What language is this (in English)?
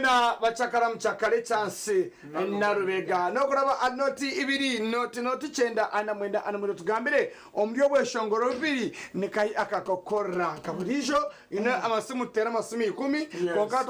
Nyankole